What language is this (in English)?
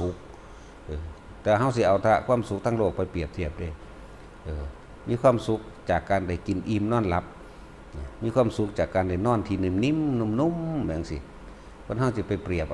Northeastern Thai